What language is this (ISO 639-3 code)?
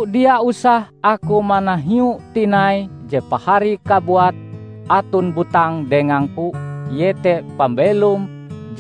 nij